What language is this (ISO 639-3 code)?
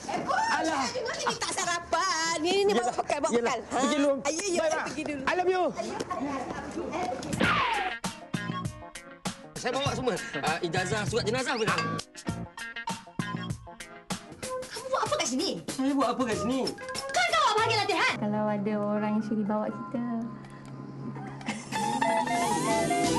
msa